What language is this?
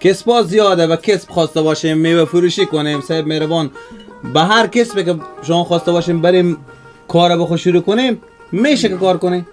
Persian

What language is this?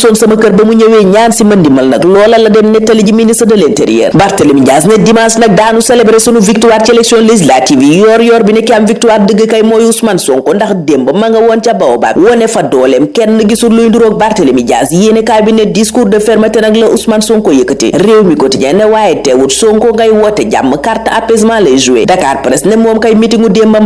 Wolof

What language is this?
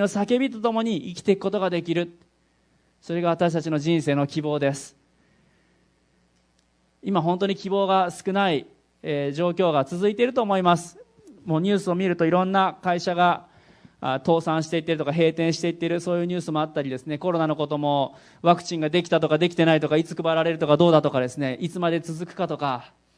Japanese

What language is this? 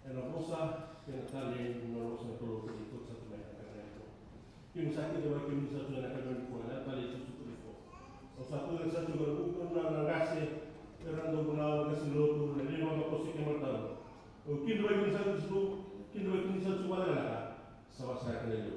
Fijian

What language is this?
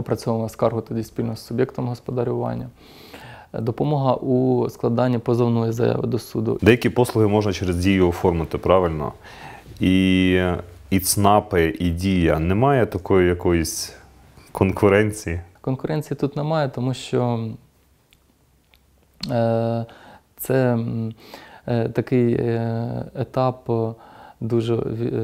Ukrainian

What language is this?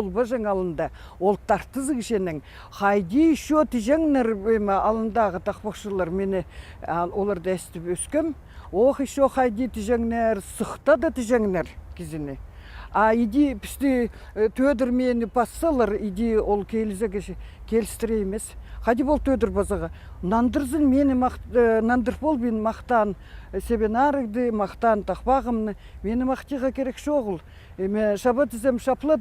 Khakas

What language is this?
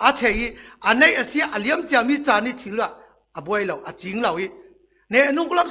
Falam Chin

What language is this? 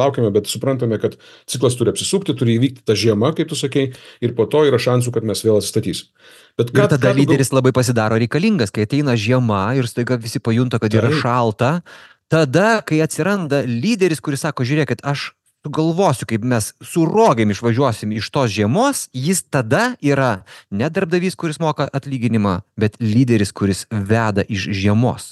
Lithuanian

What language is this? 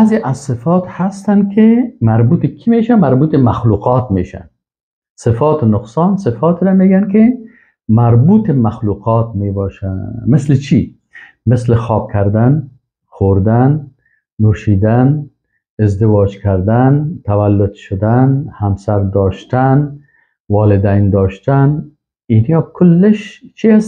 Persian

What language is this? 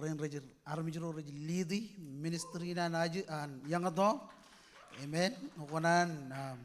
Marshallese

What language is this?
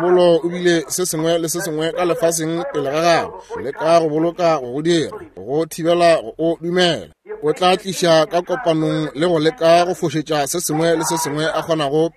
Northern Sotho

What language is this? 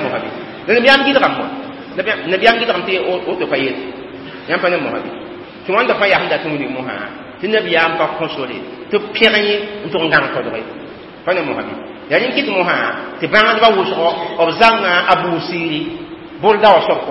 Mossi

